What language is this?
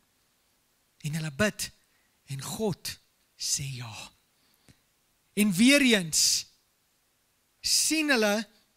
Afrikaans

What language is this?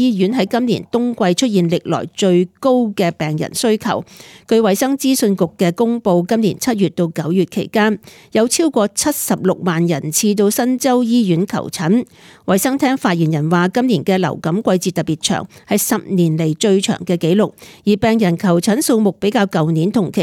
Cantonese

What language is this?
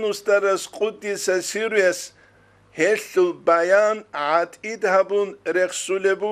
Avaric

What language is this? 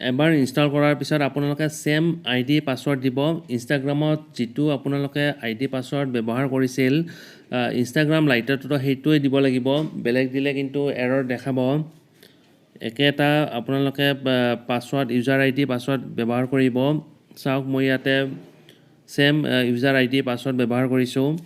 Assamese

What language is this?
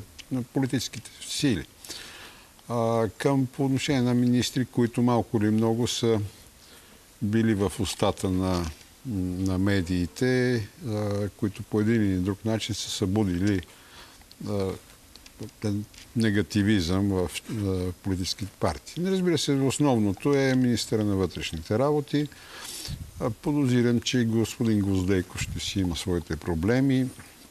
Bulgarian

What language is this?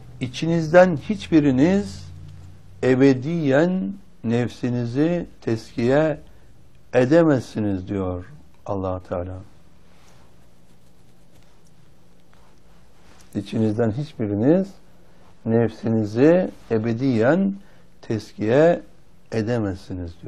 Turkish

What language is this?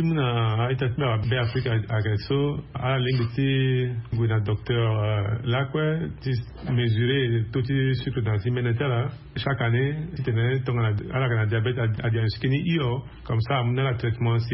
Sango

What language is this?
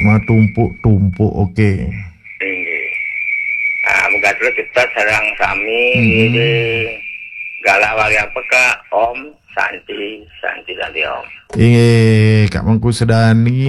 Balinese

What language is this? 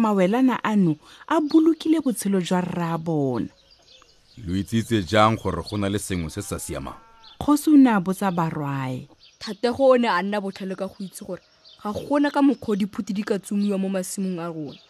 Tswana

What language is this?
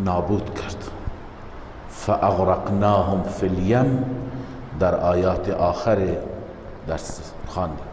Persian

